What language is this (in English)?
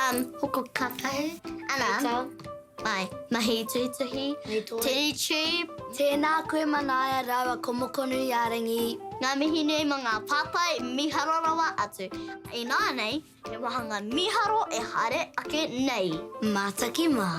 Māori